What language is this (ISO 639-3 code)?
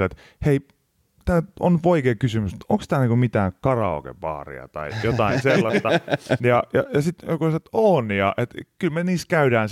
fin